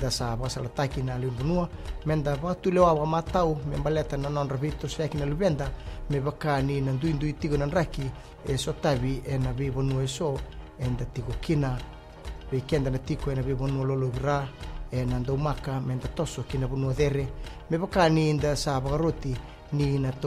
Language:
Fijian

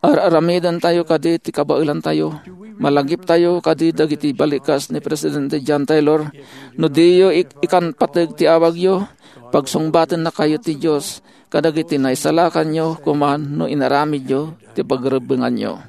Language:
Iloko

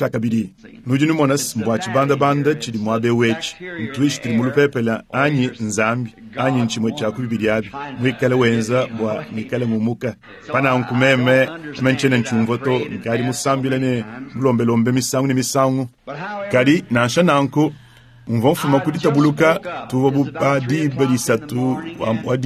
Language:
Luba-Lulua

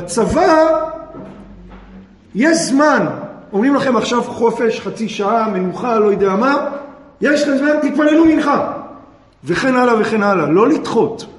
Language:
Hebrew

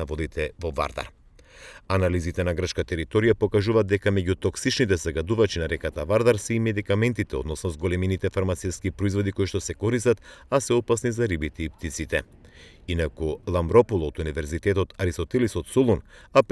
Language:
Macedonian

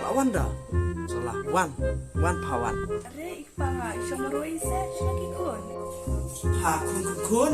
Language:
Khasi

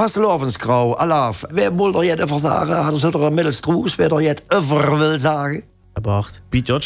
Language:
Limburgish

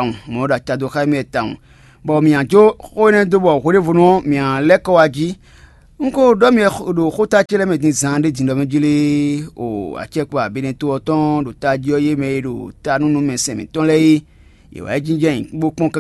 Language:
Fon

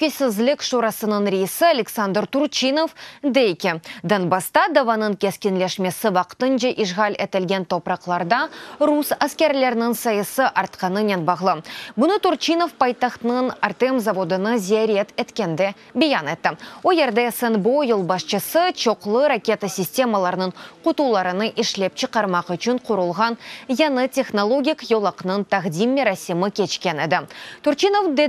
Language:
Crimean Tatar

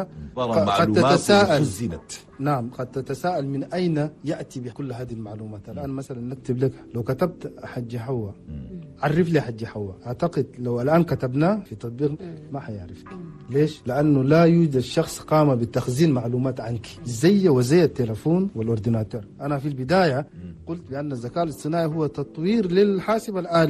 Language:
Chadian Arabic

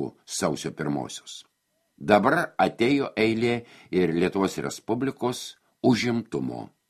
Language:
Lithuanian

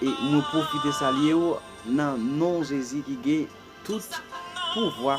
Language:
Haitian Creole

